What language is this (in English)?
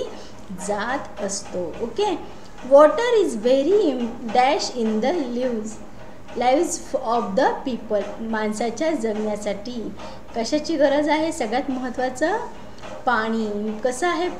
Marathi